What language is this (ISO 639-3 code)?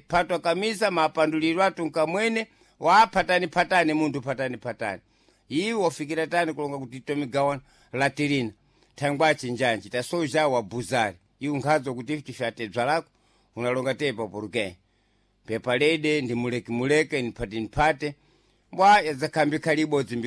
seh